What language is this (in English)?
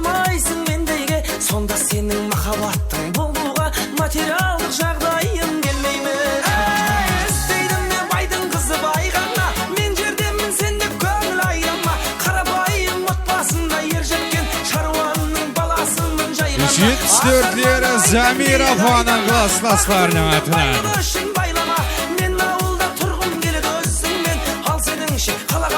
Kara-Kalpak